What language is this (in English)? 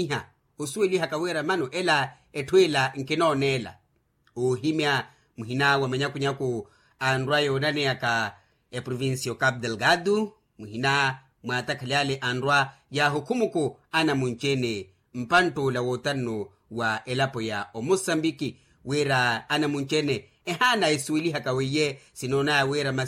Makhuwa